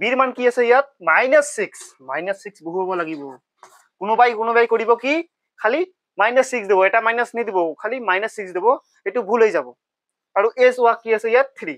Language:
Assamese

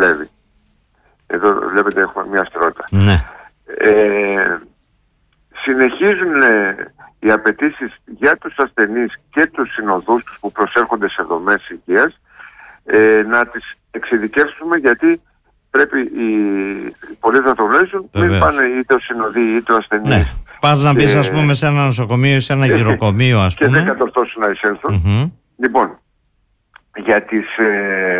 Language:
Greek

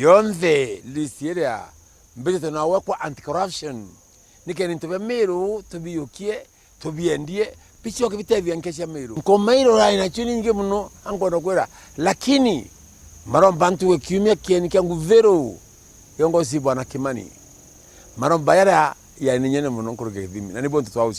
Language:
Meru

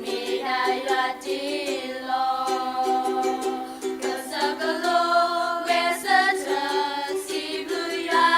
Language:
S'gaw Karen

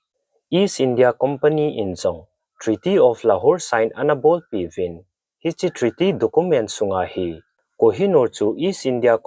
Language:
Thado Chin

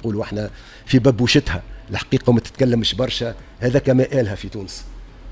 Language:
Tunisian Arabic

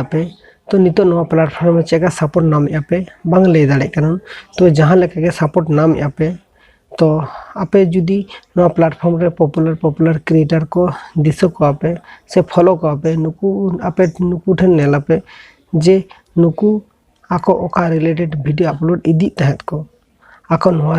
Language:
Santali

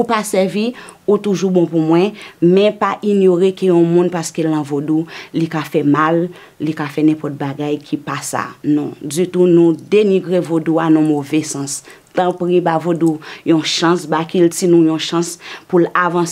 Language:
Haitian Creole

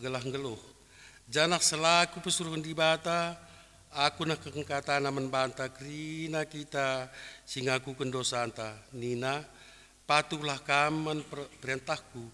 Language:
Batak Karo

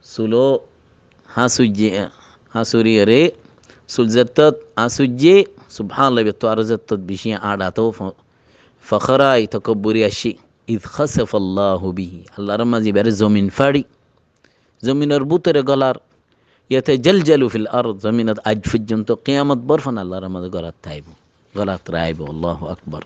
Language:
Rohingya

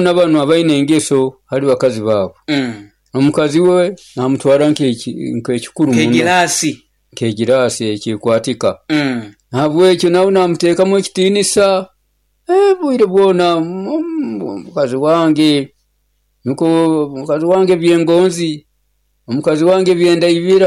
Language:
Nyoro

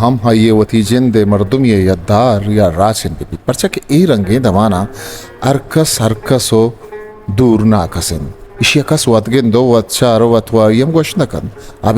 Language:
Eastern Balochi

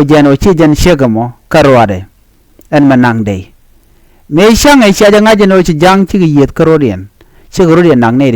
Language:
Nuer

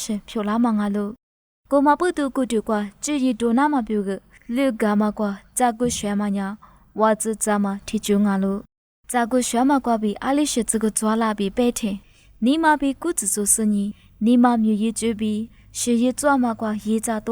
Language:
Lisu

